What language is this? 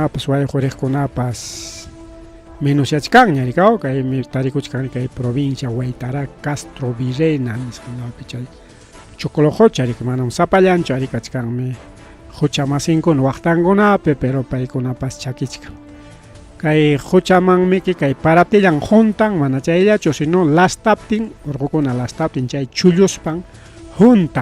Ayacucho Quechua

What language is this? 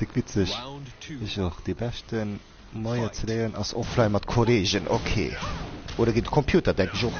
Luxembourgish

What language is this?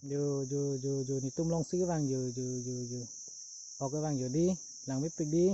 Karbi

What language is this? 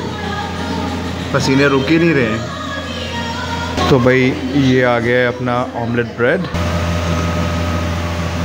Hindi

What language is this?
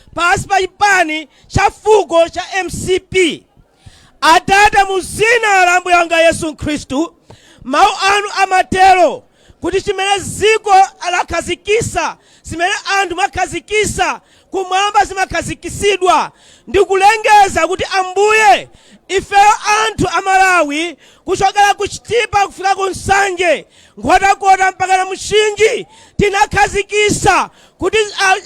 Nyanja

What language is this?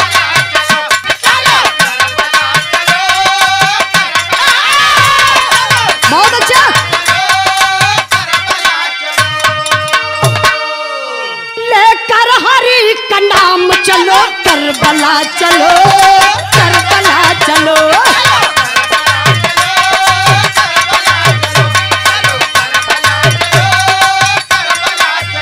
Bhojpuri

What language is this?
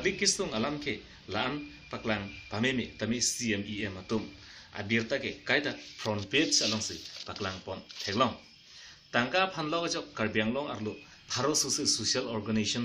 Karbi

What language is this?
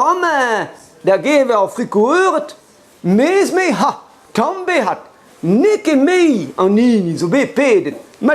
Breton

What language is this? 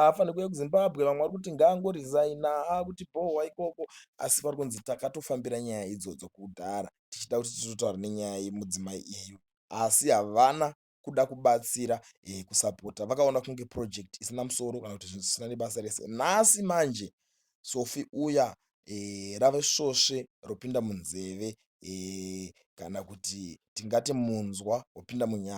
Shona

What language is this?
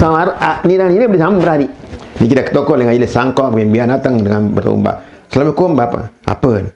Sasak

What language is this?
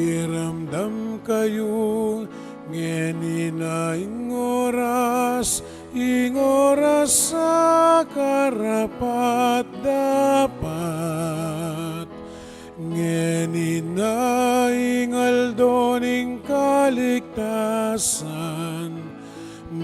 Pampanga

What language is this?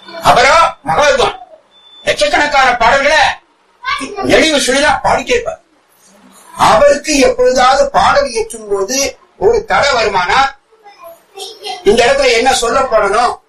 Tamil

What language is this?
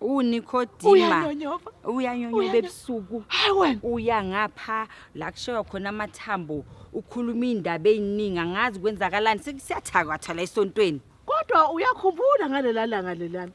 Zulu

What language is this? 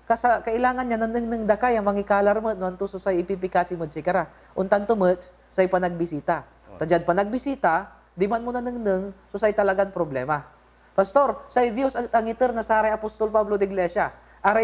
Pangasinan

